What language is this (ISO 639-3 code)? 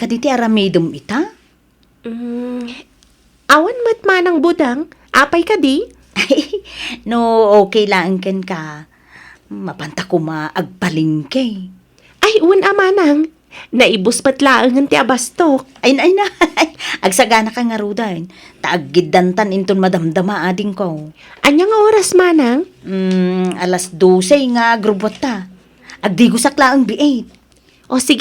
ilo